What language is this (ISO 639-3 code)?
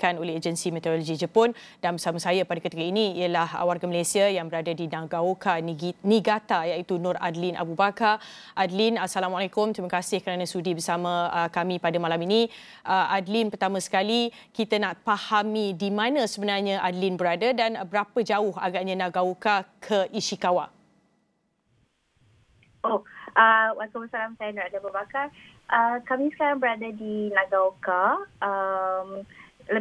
msa